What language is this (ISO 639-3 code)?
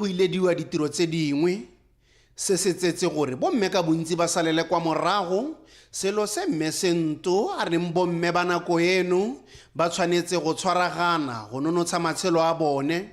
tsn